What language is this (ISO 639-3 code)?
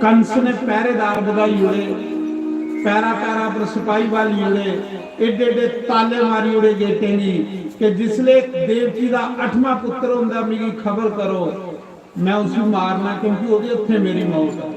doi